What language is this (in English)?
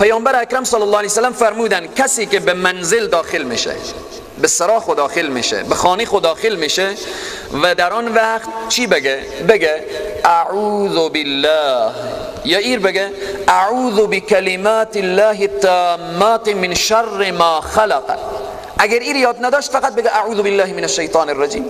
Persian